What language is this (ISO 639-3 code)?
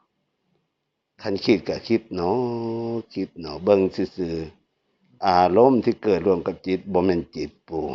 tts